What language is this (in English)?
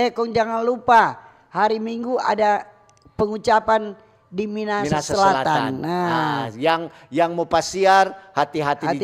Manado Malay